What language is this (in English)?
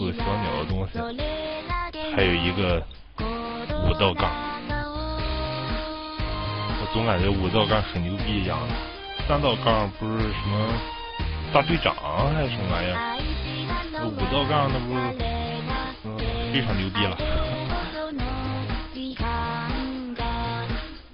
Chinese